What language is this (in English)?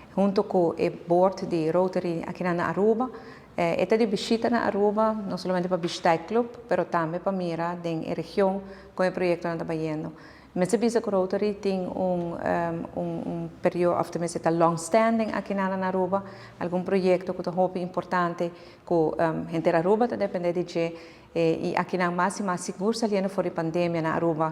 Papiamento